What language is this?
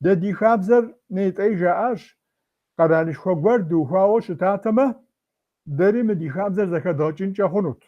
Kabardian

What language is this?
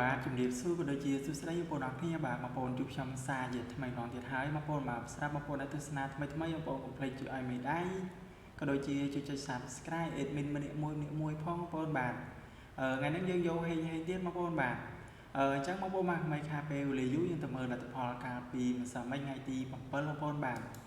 Khmer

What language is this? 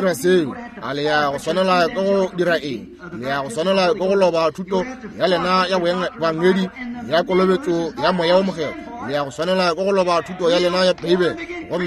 Northern Sotho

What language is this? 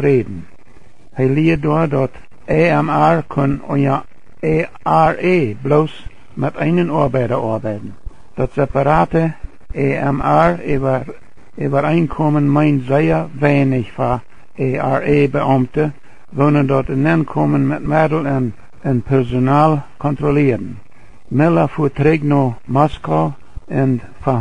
Plautdietsch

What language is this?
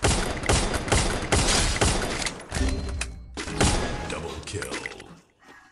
Kannada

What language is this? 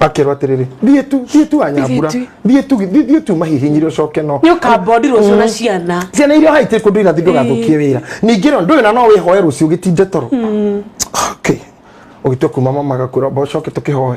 Kikuyu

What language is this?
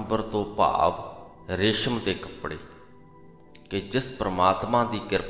Punjabi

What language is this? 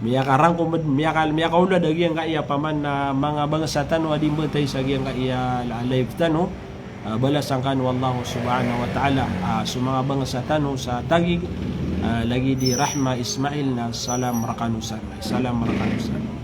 Maranao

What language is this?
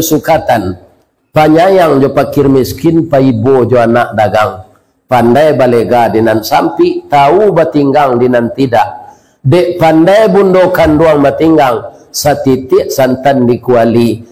Minangkabau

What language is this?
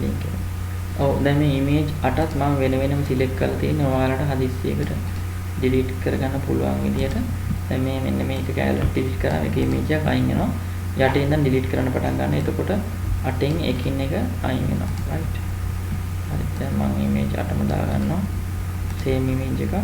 Sinhala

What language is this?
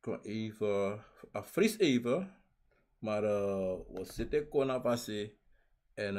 Sranan Tongo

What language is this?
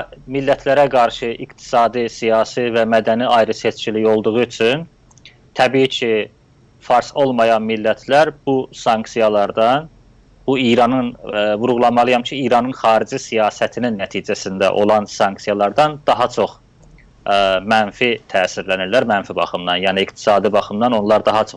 South Azerbaijani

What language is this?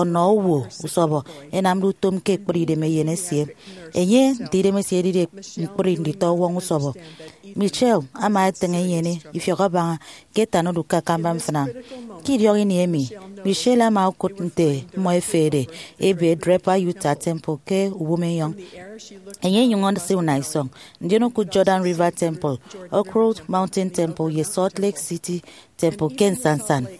Efik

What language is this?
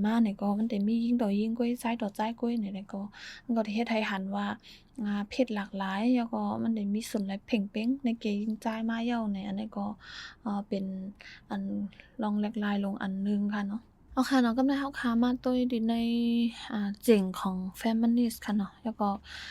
Shan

